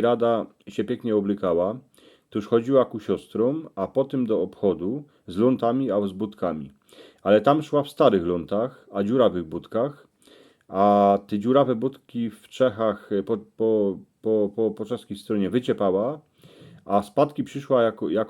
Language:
Silesian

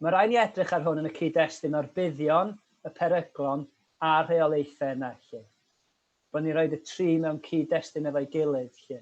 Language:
Welsh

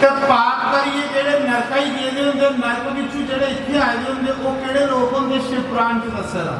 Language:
Dogri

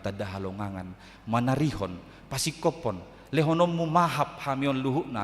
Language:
Batak Toba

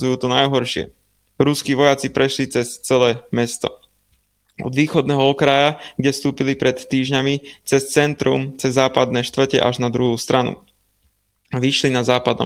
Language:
Slovak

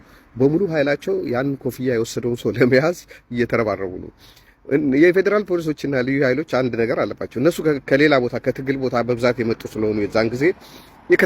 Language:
Amharic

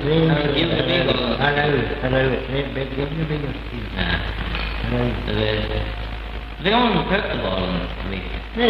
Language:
Manx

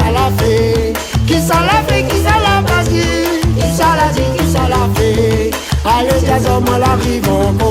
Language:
Réunion Creole French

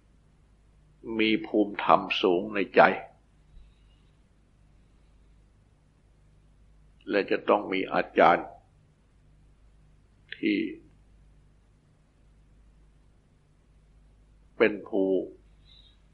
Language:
Thai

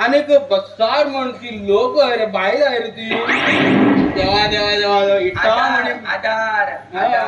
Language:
Konkani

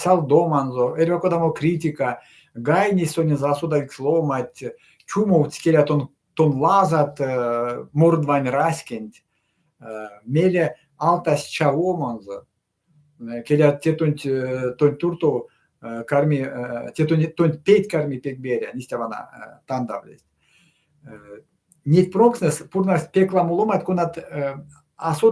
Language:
Erzya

